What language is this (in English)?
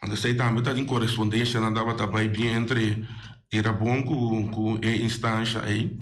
Papiamento